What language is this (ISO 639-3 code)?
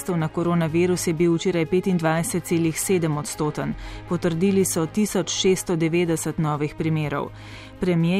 slv